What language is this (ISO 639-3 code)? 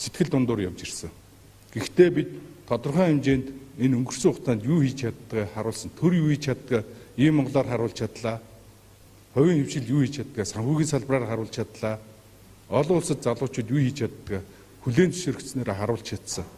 mon